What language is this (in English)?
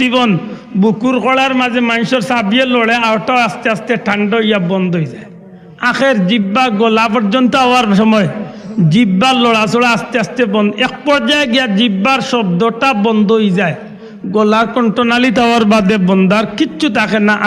Sylheti